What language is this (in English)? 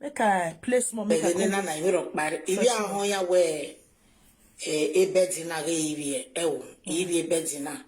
Nigerian Pidgin